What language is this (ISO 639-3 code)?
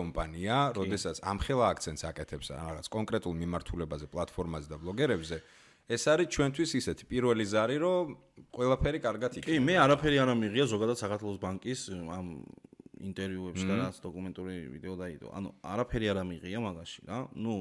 kat